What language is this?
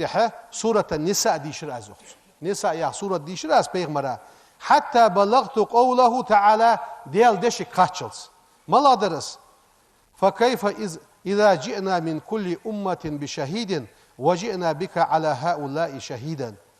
Ingush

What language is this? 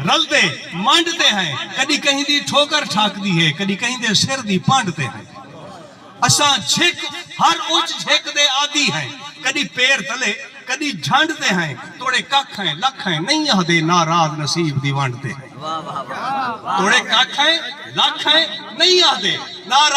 Saraiki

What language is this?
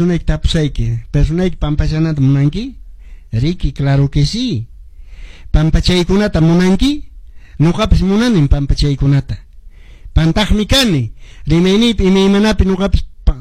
Quechua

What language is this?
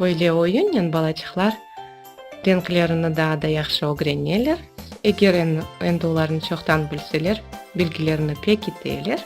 Crimean Tatar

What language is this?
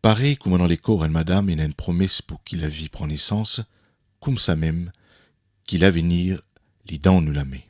Morisyen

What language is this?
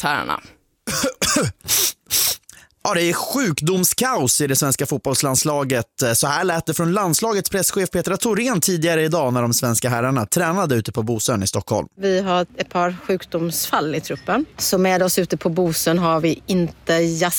Swedish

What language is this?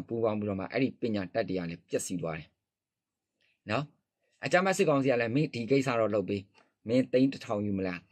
Burmese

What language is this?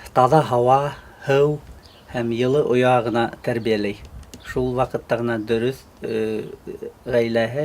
Bashkir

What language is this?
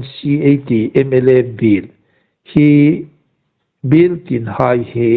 Hmar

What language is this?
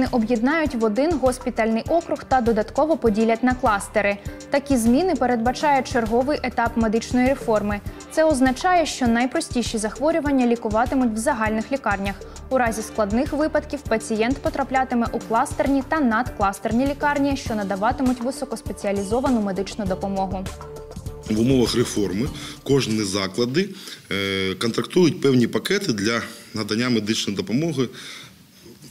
Ukrainian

